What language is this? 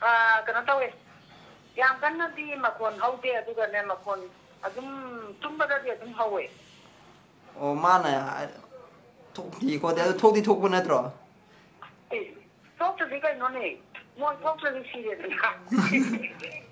Manipuri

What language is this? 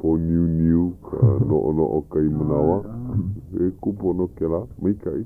Hawaiian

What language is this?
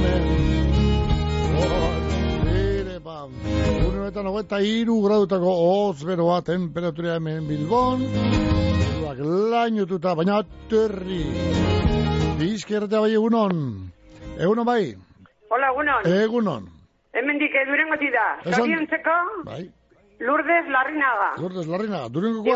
Basque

